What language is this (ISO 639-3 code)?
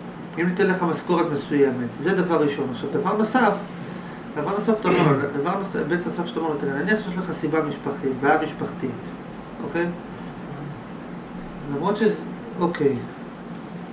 heb